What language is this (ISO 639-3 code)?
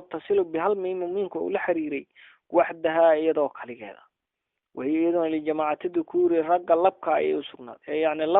som